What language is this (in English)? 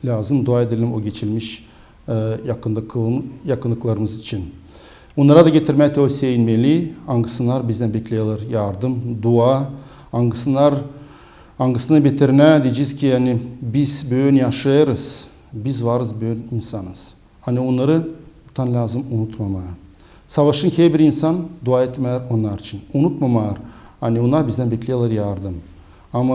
Gagauz